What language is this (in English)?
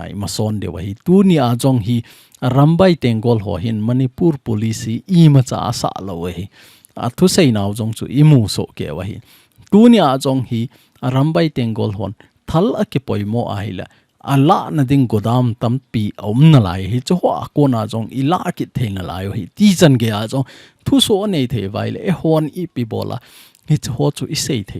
Thado Chin